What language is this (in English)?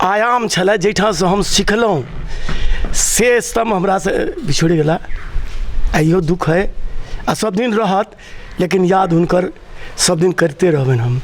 Maithili